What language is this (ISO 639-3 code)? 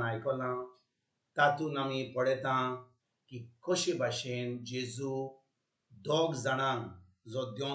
kok